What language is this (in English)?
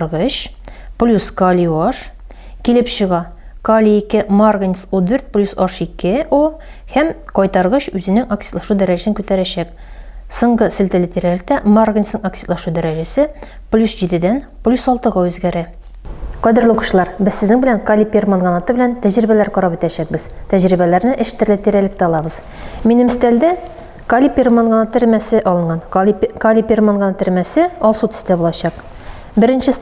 Tatar